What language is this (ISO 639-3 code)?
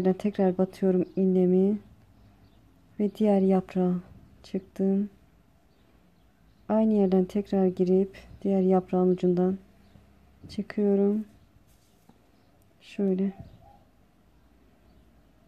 tur